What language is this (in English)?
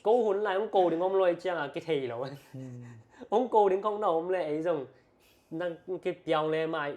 Tedim Chin